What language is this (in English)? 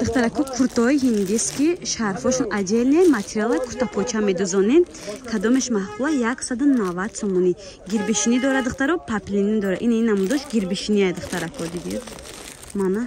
Tajik